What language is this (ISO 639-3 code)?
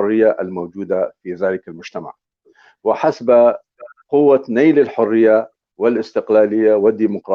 apc